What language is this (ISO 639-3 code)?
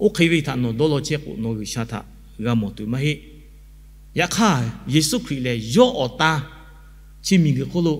lhu